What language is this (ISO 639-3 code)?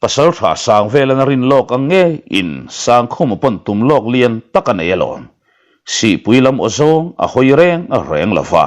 lus